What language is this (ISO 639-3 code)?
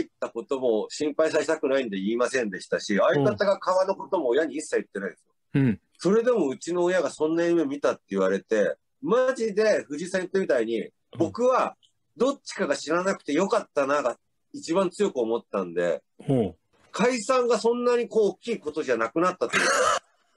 jpn